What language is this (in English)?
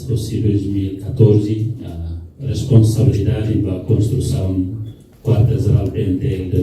Tetum